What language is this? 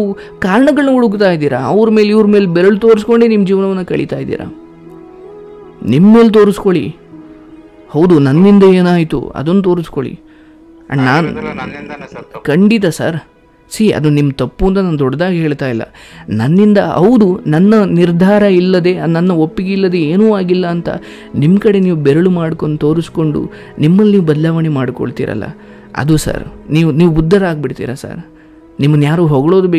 Kannada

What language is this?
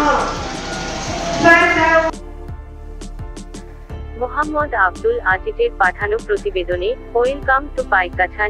Bangla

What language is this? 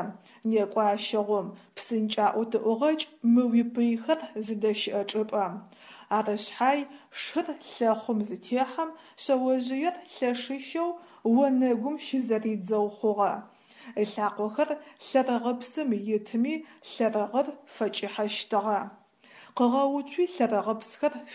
Adyghe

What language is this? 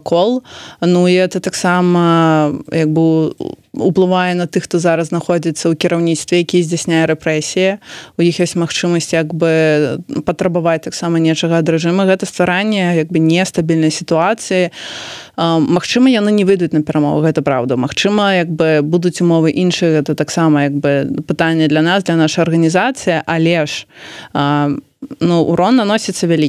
Belarusian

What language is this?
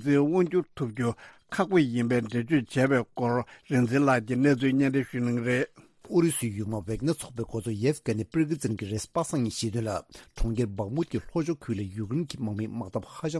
Tibetan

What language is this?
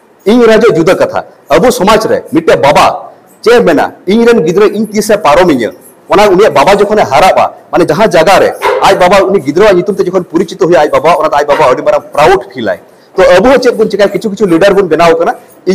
Santali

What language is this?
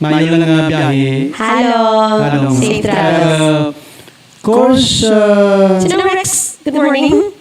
Hiligaynon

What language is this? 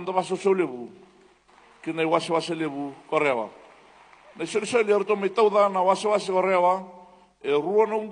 Fijian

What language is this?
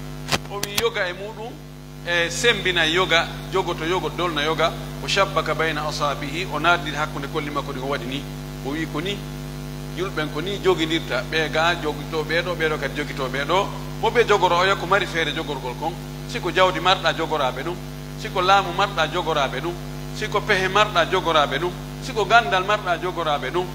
Pular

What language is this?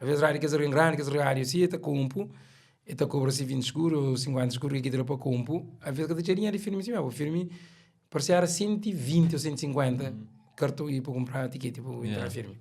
Kabuverdianu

